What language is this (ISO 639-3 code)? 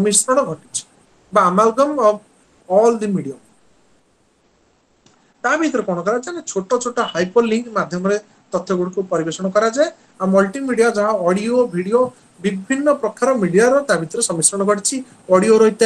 ori